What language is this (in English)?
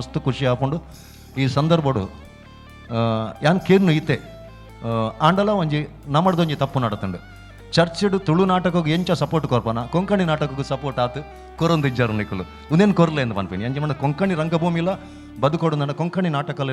Tulu